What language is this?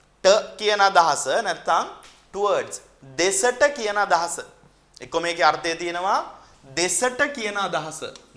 Sinhala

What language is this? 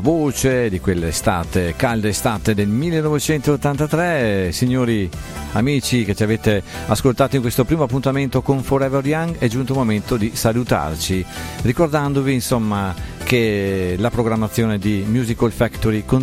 Italian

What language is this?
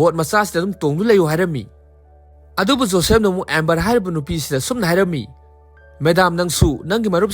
Manipuri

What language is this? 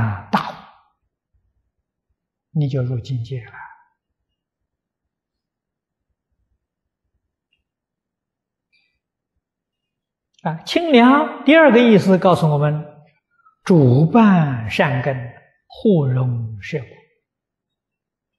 Chinese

